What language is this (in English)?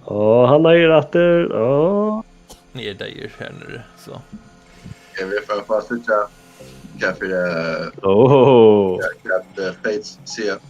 Faroese